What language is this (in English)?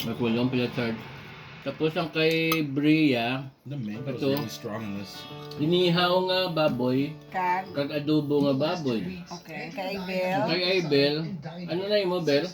Hiligaynon